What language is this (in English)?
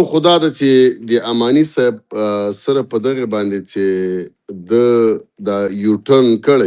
Pashto